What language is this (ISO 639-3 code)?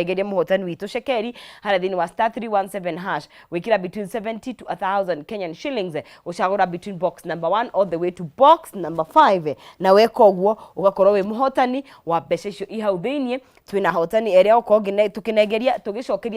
kik